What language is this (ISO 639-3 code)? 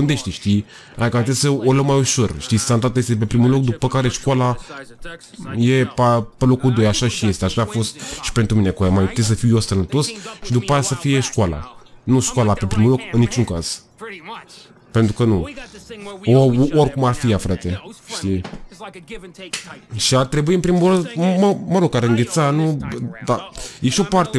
ron